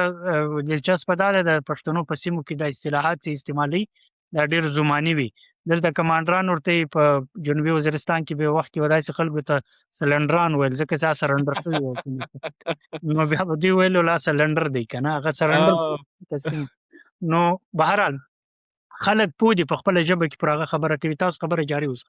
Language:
Pashto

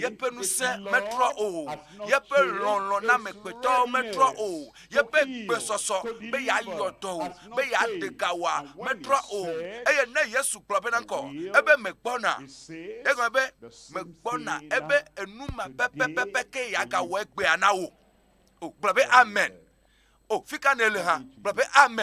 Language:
Ewe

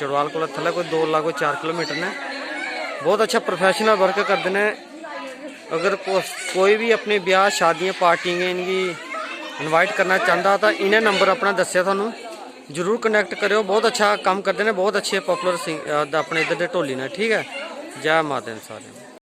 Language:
Dogri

